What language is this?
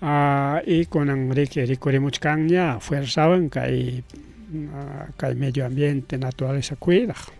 Ayacucho Quechua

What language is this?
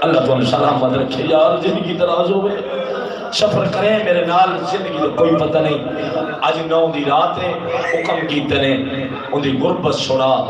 Saraiki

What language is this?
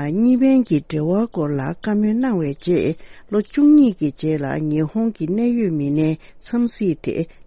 Tibetan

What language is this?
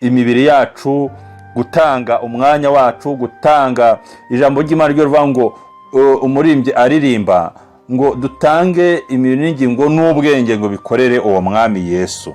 Kinyarwanda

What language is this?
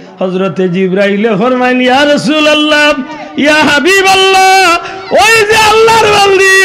Sylheti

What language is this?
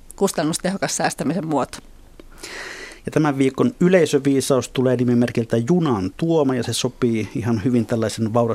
Finnish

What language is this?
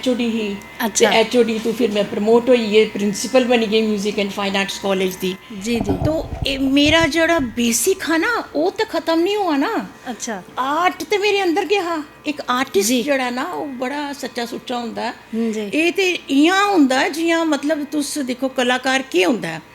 Dogri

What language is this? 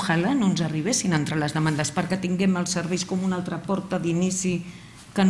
Catalan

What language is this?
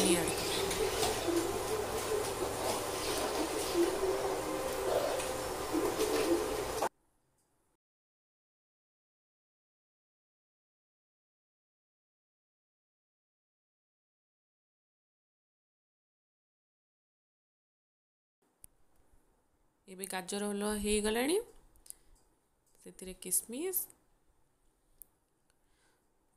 Odia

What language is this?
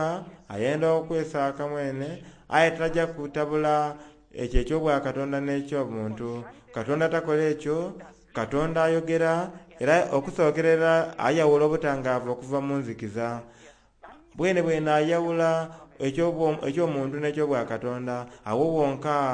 Soga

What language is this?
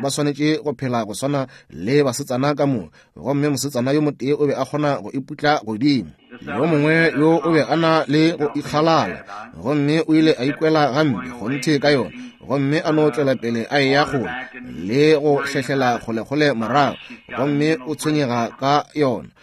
Northern Sotho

